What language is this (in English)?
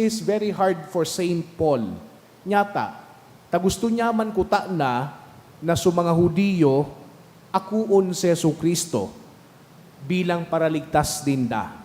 Bikol